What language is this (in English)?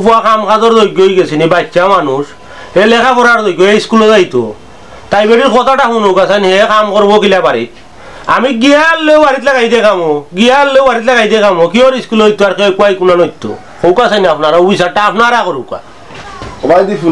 Sylheti